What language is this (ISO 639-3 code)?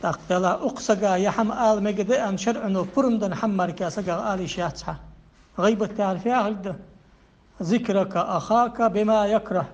inh